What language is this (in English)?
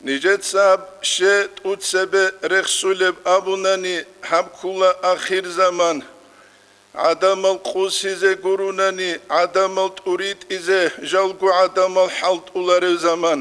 Avaric